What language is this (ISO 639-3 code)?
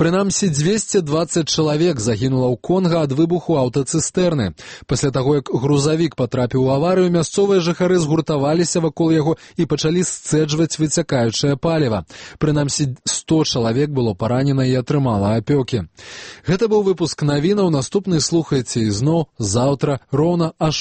bel